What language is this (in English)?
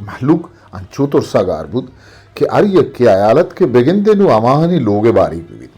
Eastern Balochi